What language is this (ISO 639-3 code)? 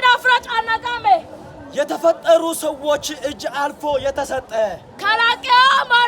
amh